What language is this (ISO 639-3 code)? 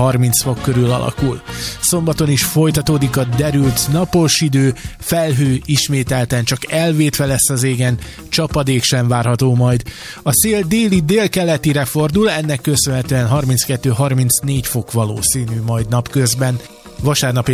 hun